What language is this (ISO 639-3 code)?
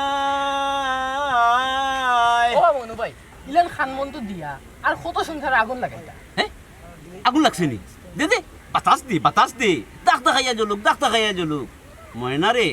syl